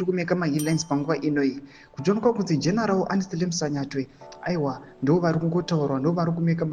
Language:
Shona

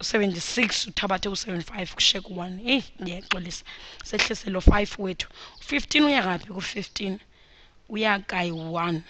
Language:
Xhosa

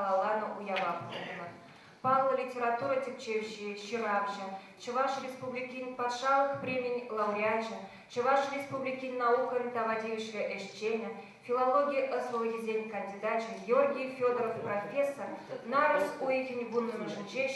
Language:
Chuvash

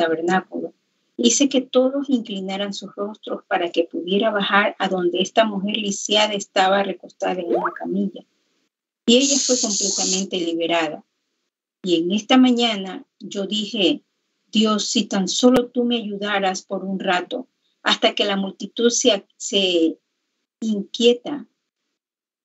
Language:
Spanish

